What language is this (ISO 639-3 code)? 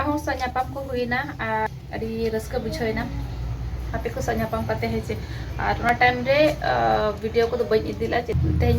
sat